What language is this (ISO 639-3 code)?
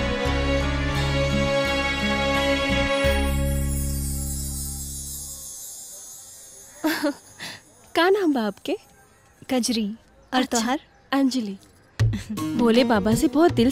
bho